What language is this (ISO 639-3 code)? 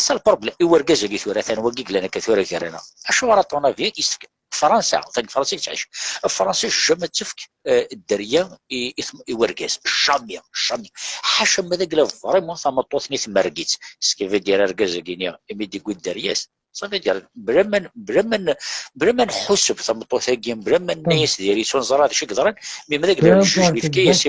kab